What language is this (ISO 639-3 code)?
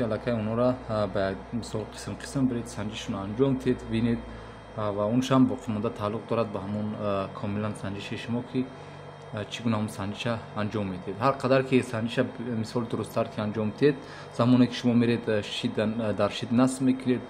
tgk